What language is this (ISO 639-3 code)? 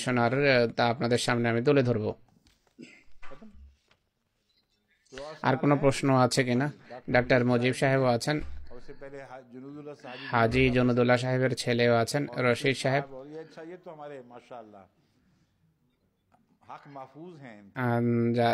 ben